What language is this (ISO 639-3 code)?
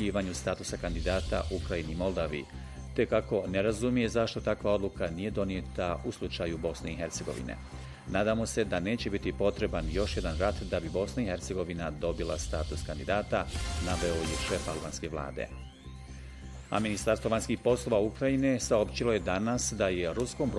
bos